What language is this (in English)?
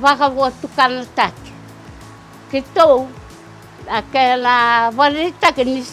Fijian